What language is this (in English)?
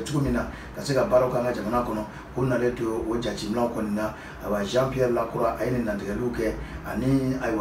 Bambara